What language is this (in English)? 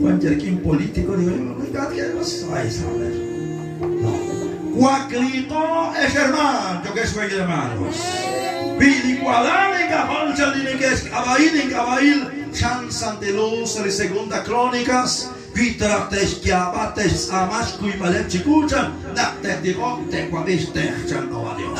Kekchí